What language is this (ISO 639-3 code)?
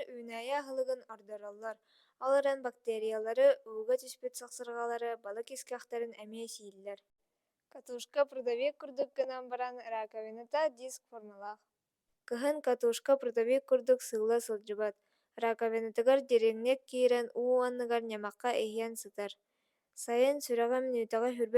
sah